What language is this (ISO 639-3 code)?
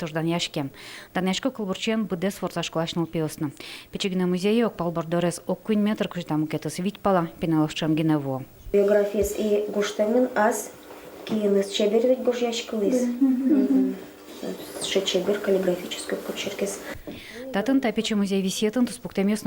udm